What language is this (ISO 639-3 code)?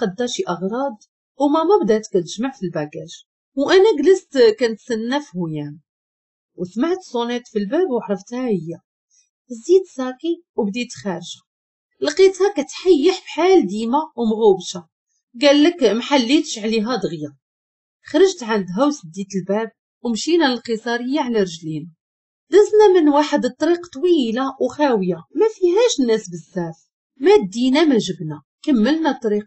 ary